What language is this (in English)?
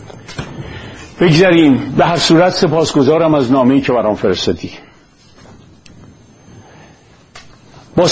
Persian